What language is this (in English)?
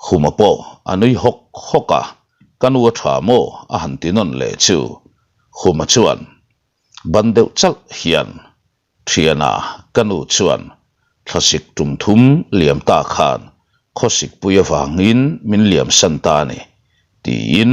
Mizo